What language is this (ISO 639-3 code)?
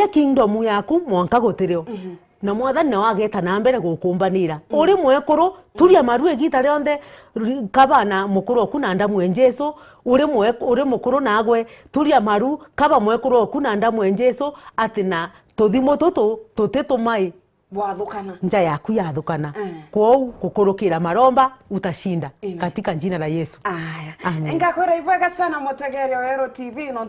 mer